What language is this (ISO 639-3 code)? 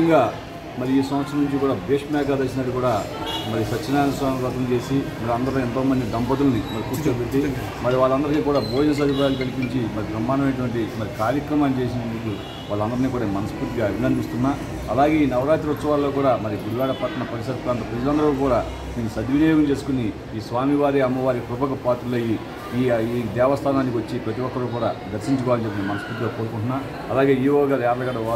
tel